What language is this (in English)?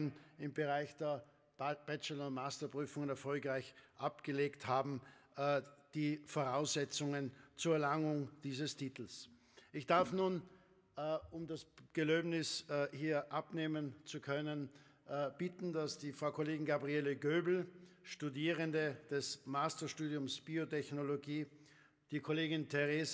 German